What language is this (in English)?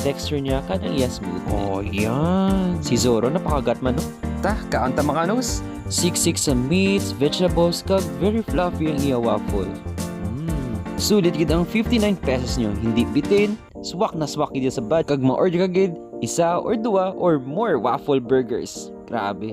Hiligaynon